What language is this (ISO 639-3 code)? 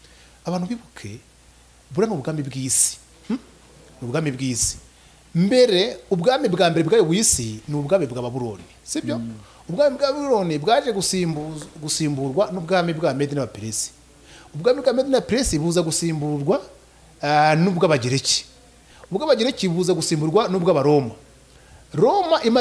kin